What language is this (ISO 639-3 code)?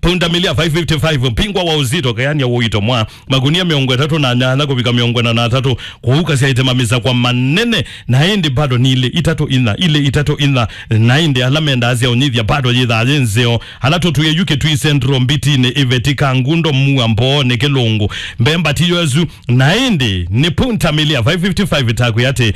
kam